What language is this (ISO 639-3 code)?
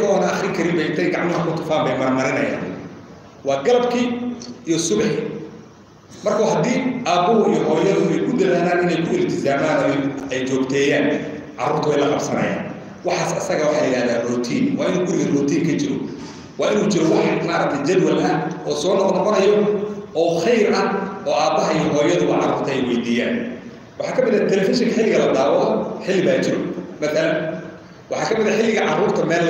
som